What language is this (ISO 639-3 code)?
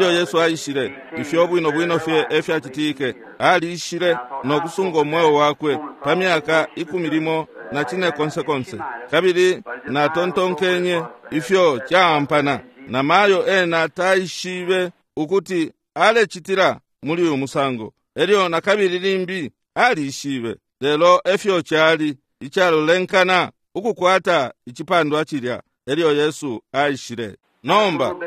bem